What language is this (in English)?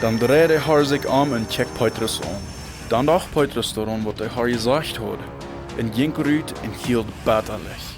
Plautdietsch